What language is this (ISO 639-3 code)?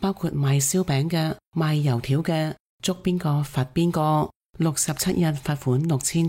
yue